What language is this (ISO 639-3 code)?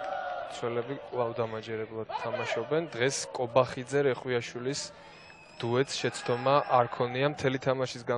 kat